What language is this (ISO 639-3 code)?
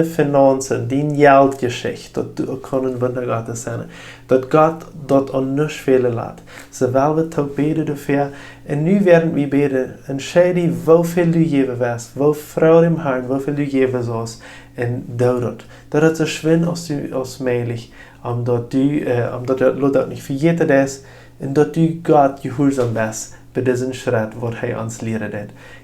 pdt